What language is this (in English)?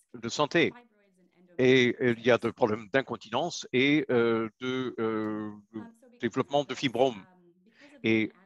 French